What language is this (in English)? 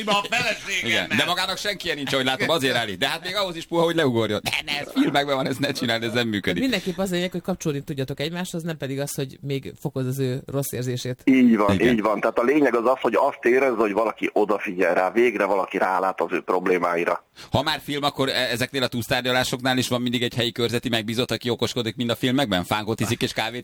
Hungarian